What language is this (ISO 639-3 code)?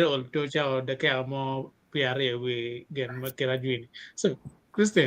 ach